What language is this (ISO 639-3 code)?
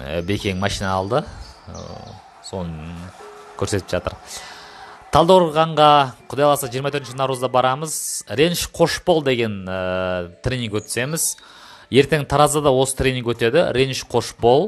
kaz